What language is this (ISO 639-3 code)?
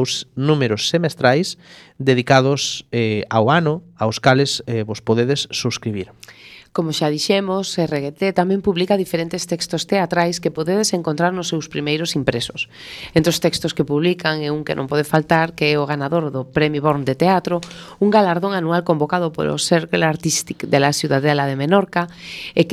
glg